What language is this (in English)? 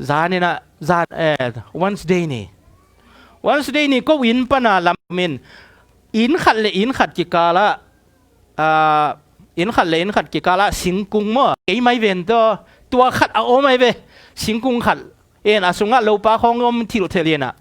Tedim Chin